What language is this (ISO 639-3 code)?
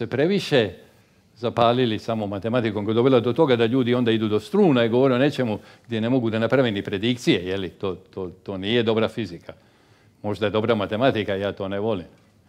hrv